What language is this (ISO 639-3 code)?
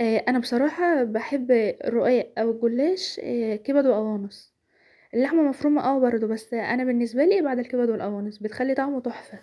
arz